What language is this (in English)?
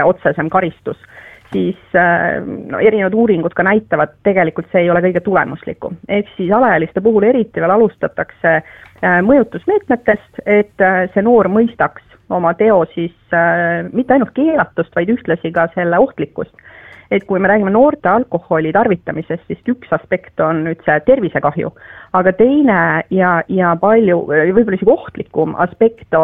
Estonian